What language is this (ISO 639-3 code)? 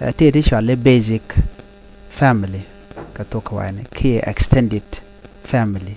nus